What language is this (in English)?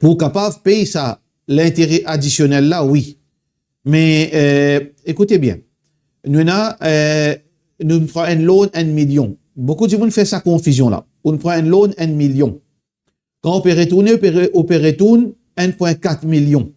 Morisyen